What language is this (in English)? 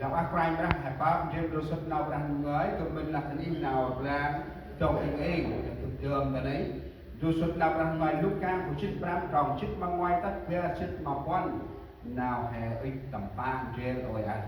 Central Mnong